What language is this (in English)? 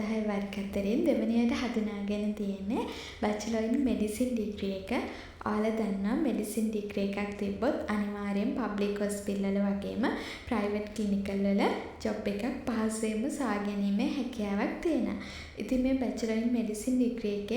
Sinhala